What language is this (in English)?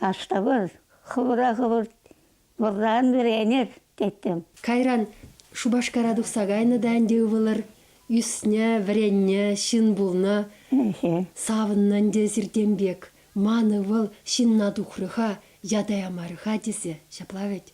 Chuvash